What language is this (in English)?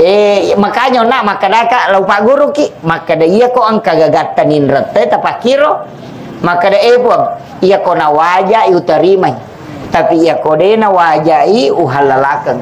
Buginese